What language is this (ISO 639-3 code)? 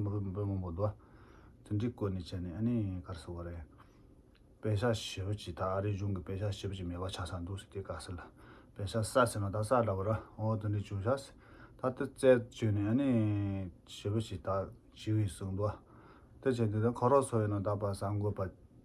bod